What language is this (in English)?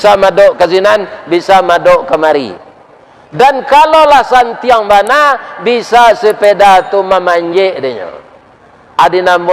Minangkabau